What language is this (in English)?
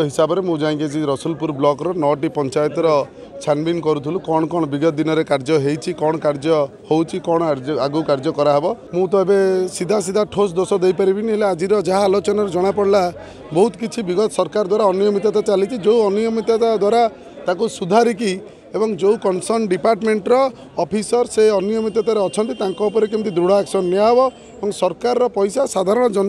Odia